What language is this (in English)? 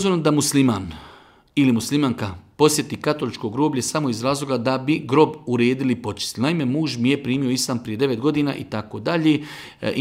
Bosnian